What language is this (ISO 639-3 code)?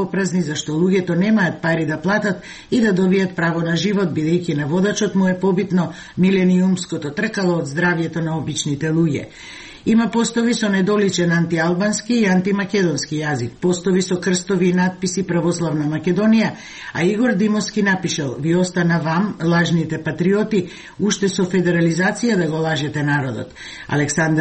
mkd